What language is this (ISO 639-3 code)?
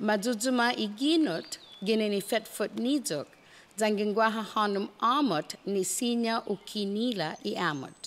cha